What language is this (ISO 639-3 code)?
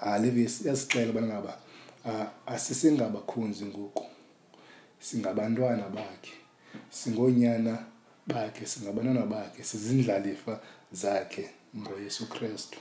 xho